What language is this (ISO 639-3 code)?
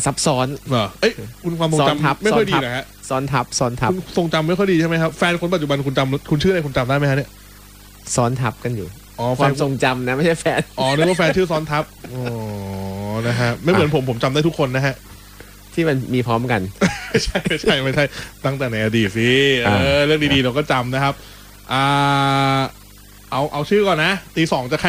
tha